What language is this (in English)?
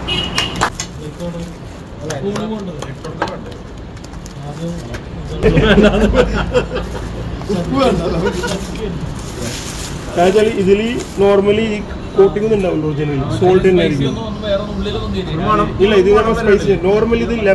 Malayalam